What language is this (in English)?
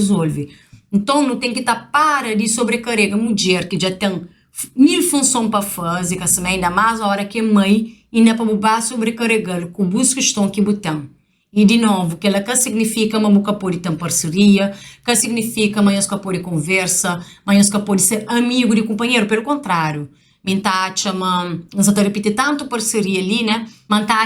Kabuverdianu